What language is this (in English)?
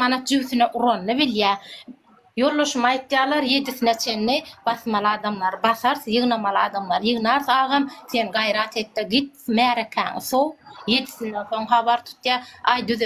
Turkmen